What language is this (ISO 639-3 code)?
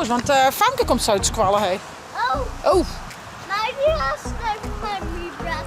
fry